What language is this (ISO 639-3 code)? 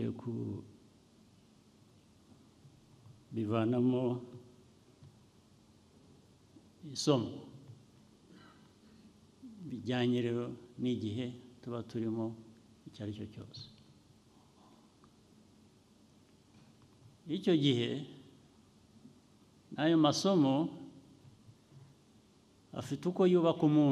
kin